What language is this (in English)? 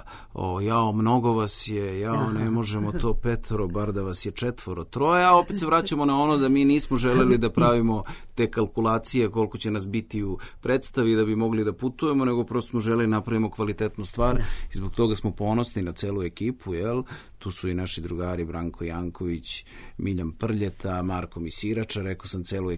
Serbian